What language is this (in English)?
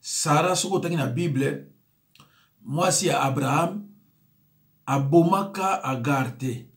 Lingala